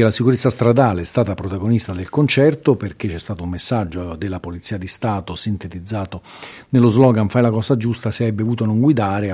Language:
Italian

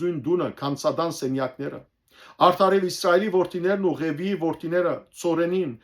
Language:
Western Armenian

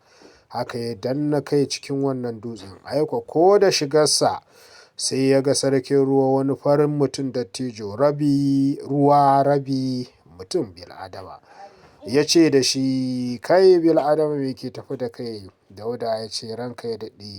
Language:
Hausa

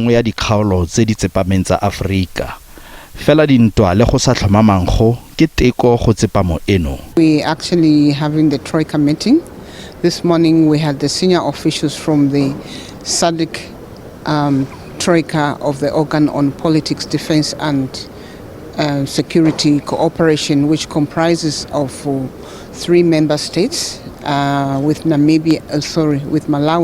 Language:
Tswana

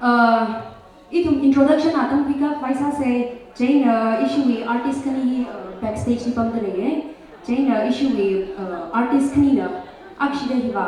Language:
Tangkhul Naga (India)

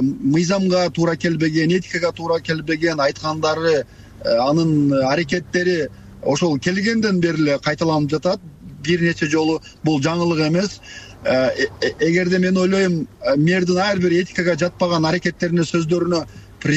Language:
Kyrgyz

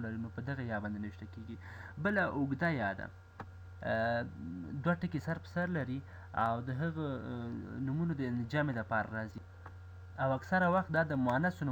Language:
Pashto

